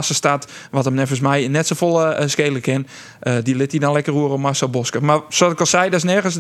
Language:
Western Frisian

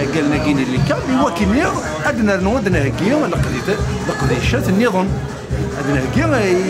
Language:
Kabyle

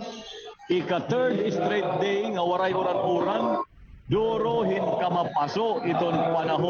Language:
Waray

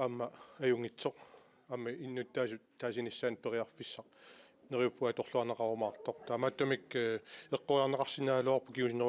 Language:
Kalaallisut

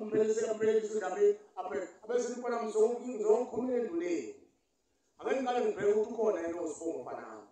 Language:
Zulu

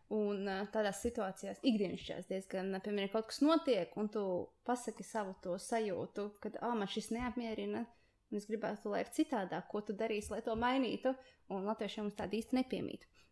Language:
Latvian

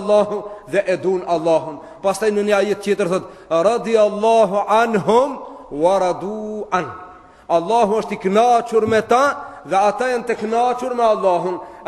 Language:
Albanian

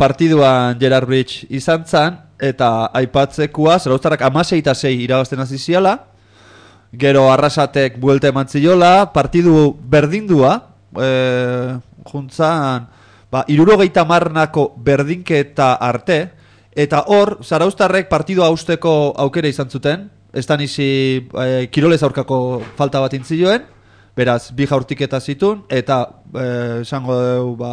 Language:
Basque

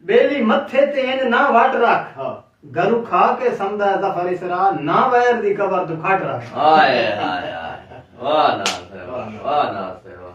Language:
Saraiki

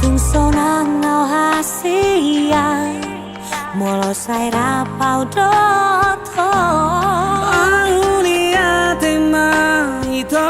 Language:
Batak Toba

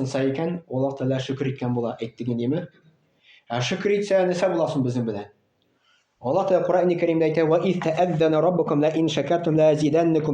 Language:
Tatar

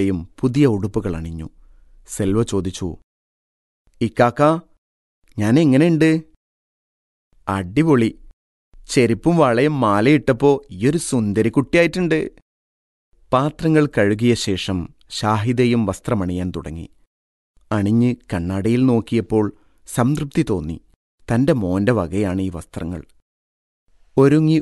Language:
Malayalam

